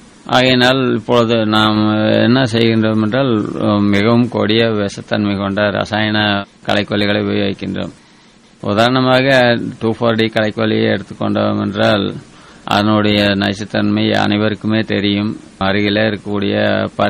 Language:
Tamil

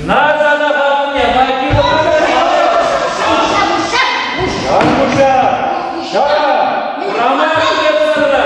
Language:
Chuvash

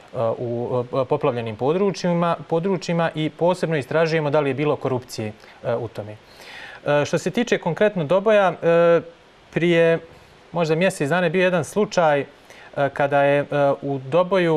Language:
Serbian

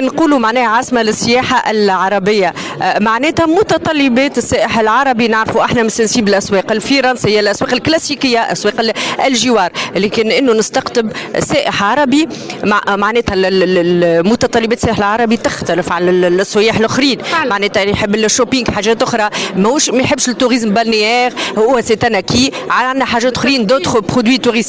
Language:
Tunisian Arabic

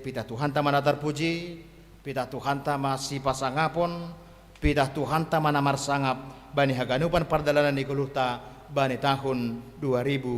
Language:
Batak Simalungun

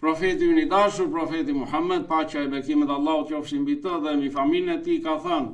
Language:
Albanian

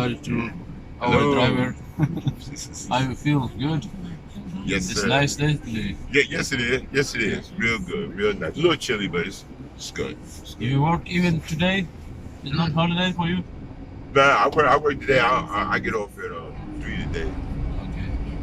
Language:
Chechen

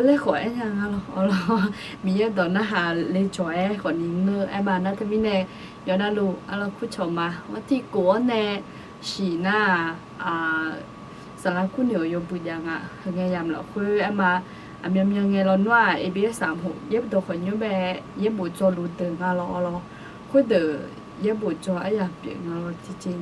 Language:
Akha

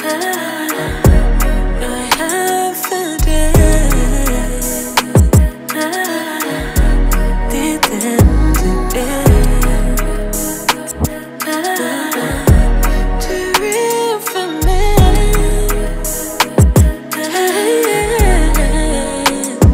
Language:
Swedish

